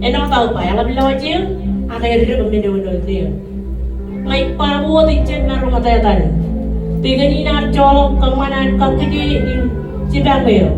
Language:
Marshallese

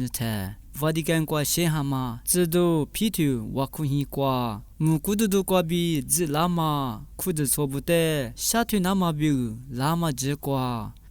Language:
Lisu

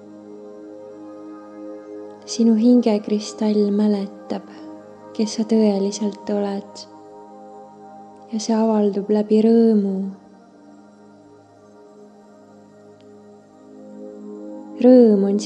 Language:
Estonian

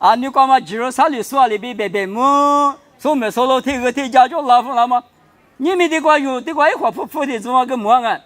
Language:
Lisu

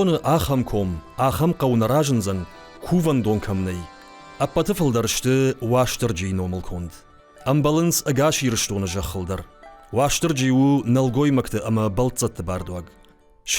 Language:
Ossetic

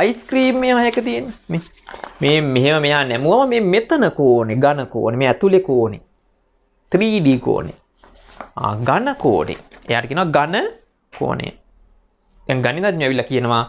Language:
Sinhala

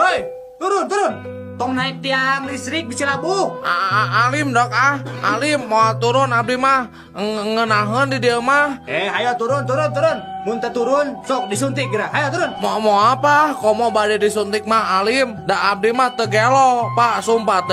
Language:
Sundanese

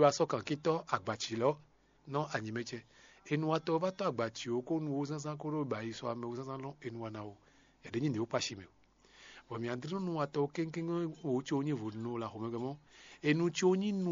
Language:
Fon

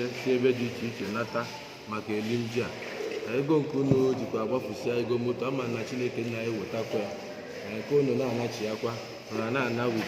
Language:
Igbo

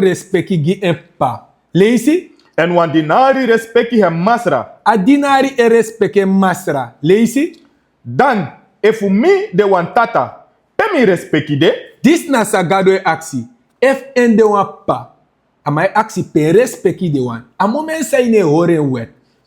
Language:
Sranan Tongo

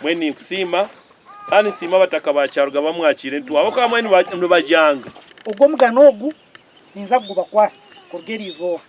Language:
Nyankole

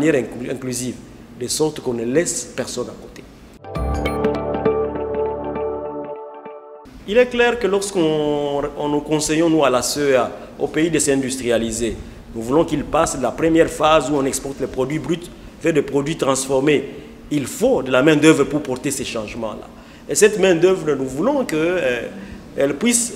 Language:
French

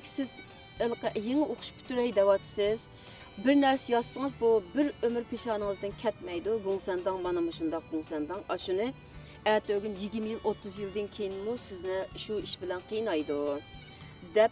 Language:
Uyghur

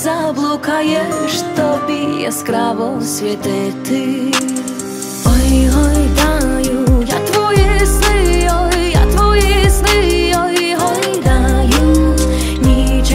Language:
Ukrainian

